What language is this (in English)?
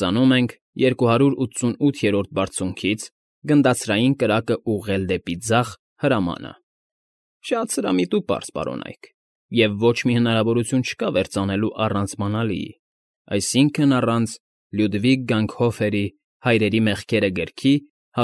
Armenian